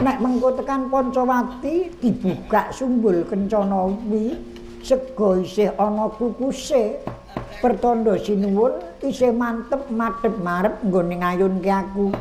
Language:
Javanese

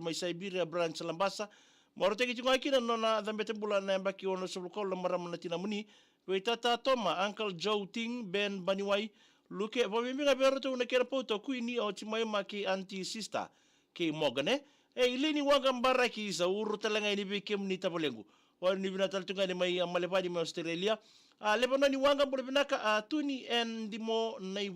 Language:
Fijian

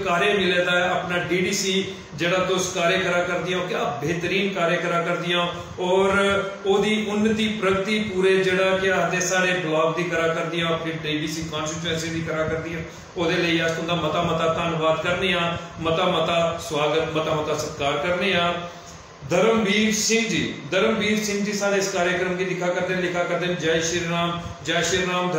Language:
Dogri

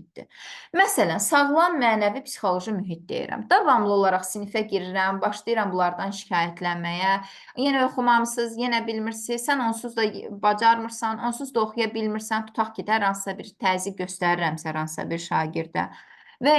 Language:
Azerbaijani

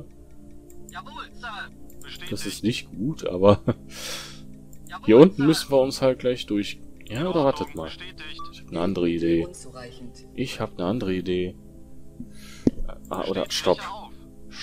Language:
German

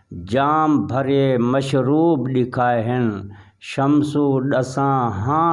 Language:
Saraiki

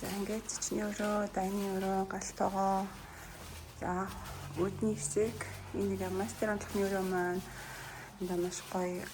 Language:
Mongolian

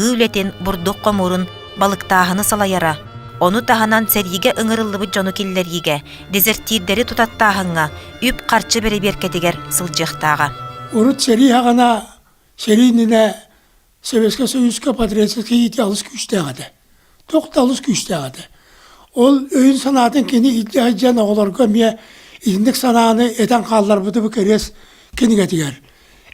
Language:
Yakut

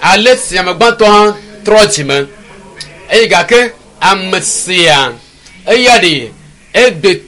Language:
Ewe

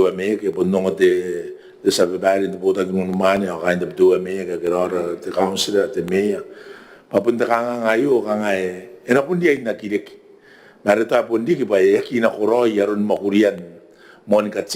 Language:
Gilbertese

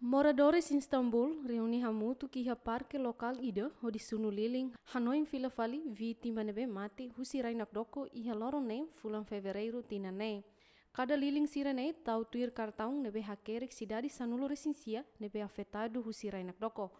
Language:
Tetum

